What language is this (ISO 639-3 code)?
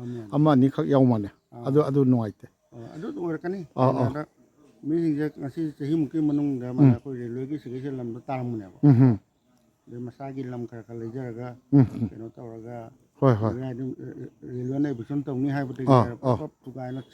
mni